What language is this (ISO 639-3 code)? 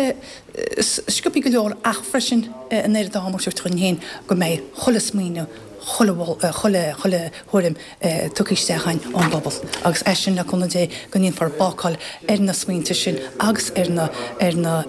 gle